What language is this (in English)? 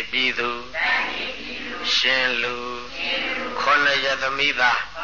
Burmese